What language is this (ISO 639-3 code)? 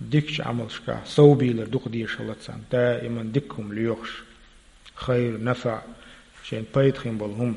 che